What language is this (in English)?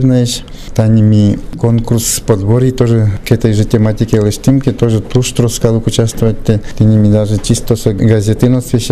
Udmurt